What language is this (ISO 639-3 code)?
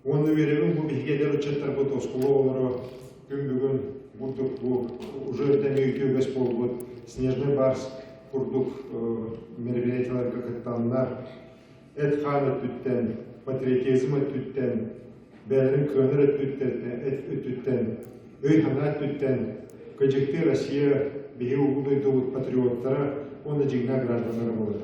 sah